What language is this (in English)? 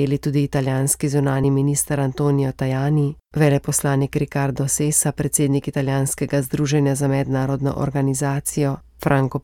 Slovenian